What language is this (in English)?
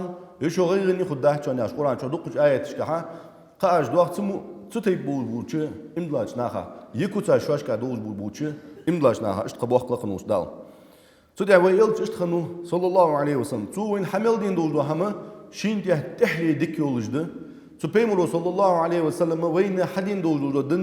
Ingush